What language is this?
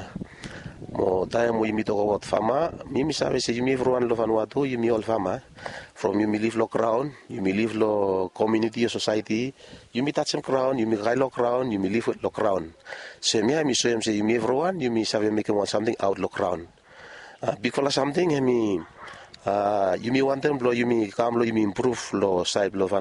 Bislama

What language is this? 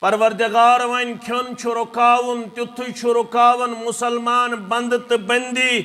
Kashmiri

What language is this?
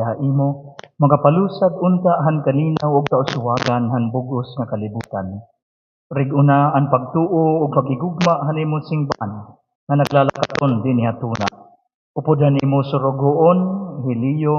Waray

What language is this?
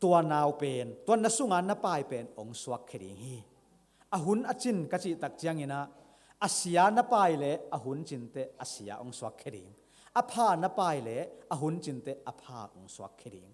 Tedim Chin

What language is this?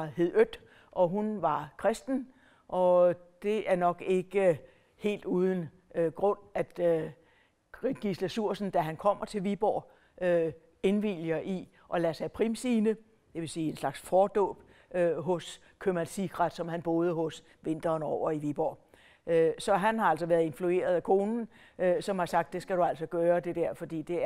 Danish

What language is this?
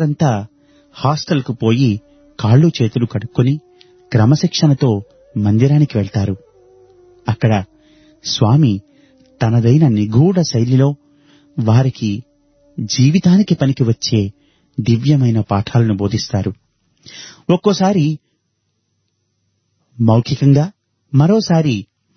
Telugu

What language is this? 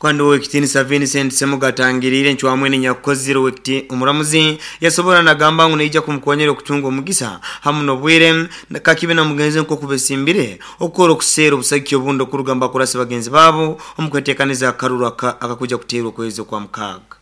Nyoro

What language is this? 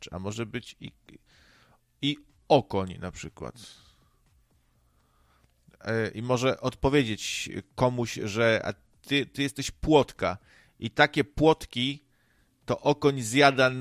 Polish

